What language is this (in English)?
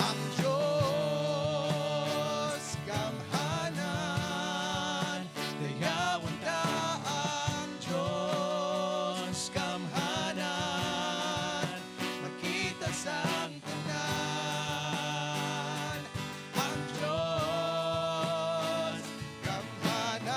Hiligaynon